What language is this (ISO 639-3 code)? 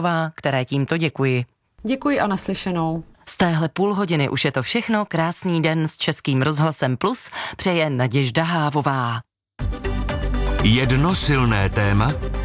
ces